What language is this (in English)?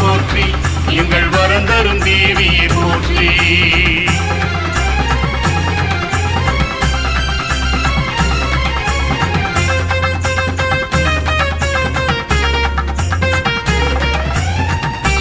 Tamil